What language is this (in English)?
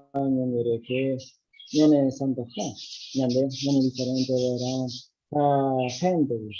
Guarani